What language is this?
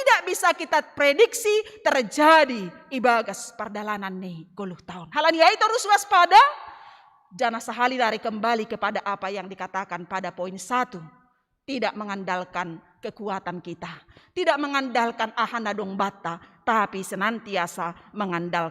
Batak Simalungun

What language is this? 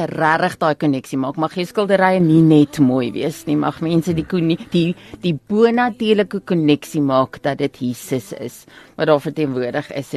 Afrikaans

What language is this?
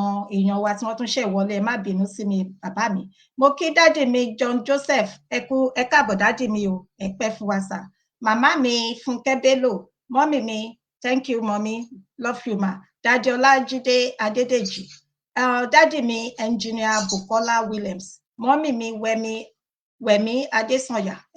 Yoruba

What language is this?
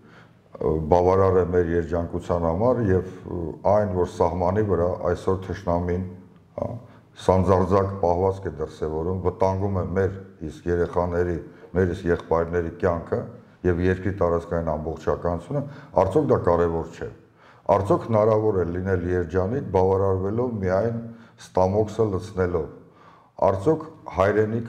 Armenian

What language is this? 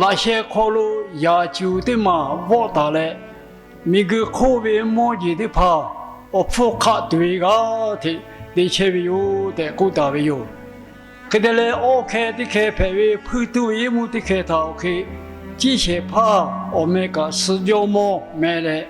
Lahu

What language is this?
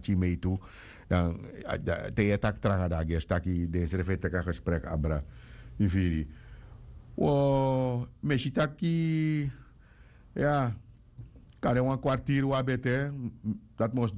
Sranan Tongo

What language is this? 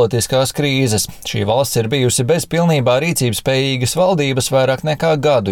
Latvian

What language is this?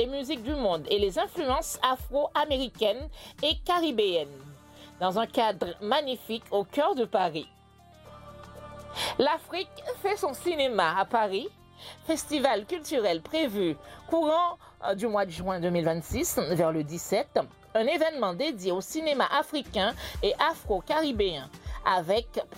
French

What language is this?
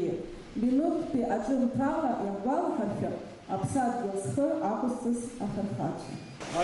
Abkhazian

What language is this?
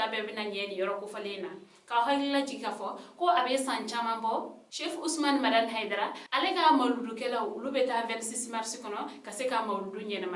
Bambara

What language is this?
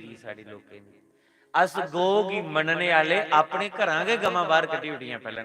Dogri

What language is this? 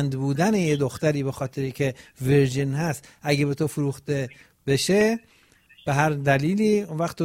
Persian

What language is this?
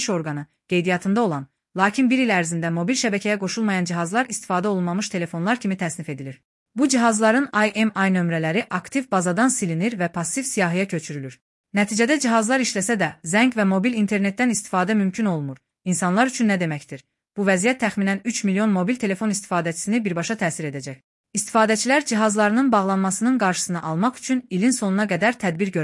Azerbaijani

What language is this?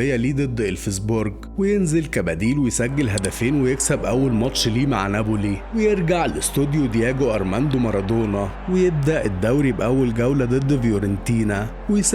Egyptian Arabic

